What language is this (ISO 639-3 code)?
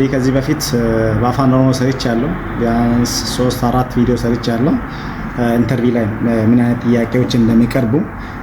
amh